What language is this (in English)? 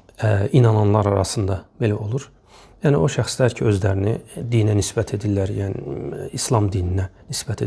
Azerbaijani